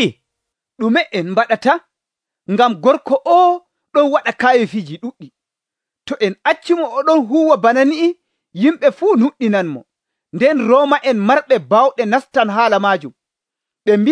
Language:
Nigerian Fulfulde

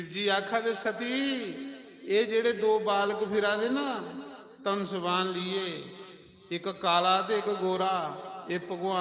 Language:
Dogri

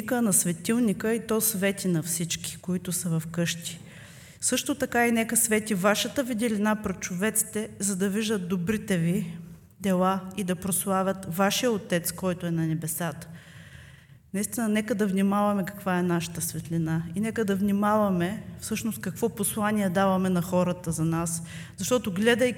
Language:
Bulgarian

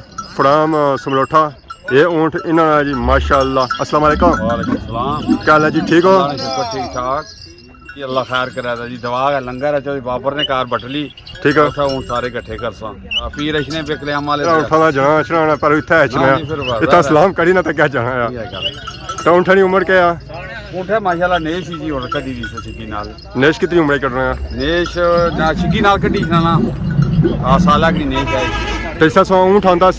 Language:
Pahari-Potwari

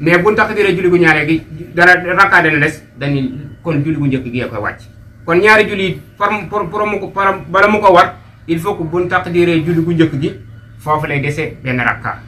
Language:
Wolof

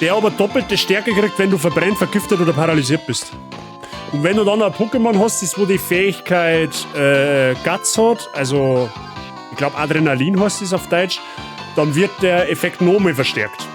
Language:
Bavarian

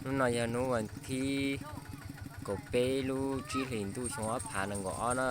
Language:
Hmong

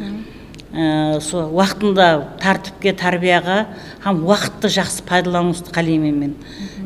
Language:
Kara-Kalpak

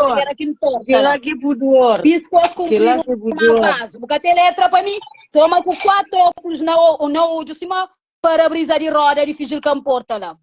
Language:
Kabuverdianu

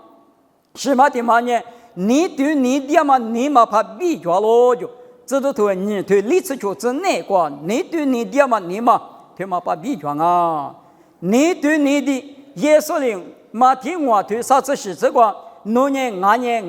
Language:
Lisu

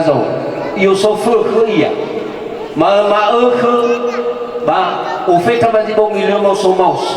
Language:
Nias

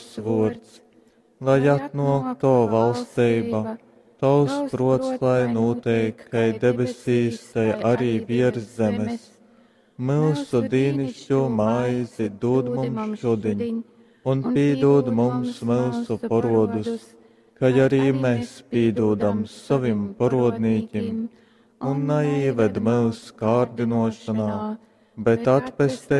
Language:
Latgalian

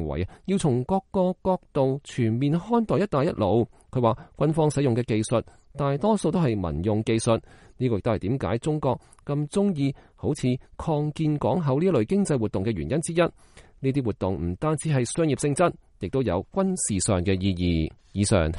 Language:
Cantonese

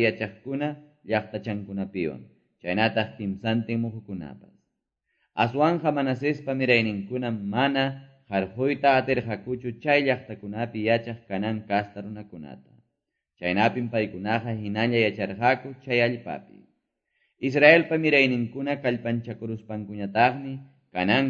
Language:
Quechua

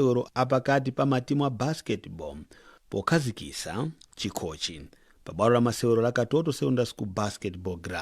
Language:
Nyanja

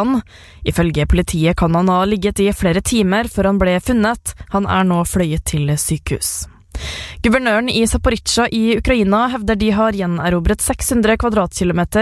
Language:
Norwegian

